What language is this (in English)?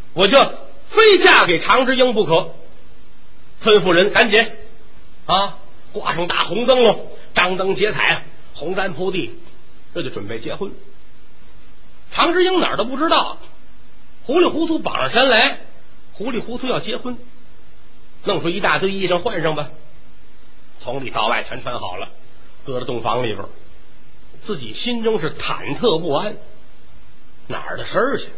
Chinese